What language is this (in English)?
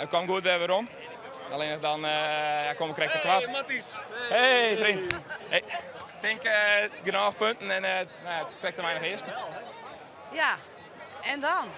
Western Frisian